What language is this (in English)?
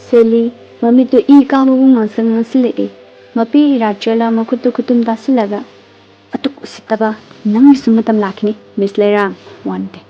Manipuri